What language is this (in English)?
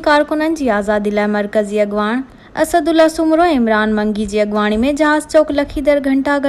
Sindhi